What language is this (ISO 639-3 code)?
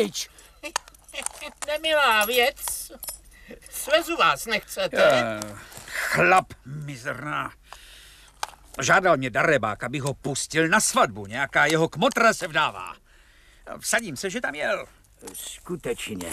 ces